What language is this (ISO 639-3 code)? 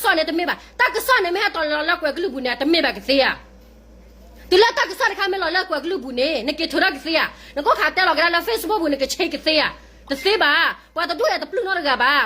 ksw